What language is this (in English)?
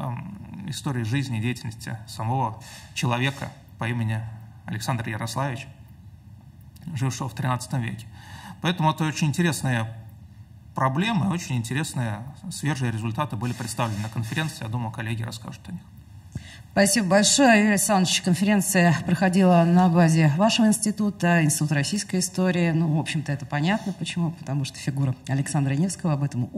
Russian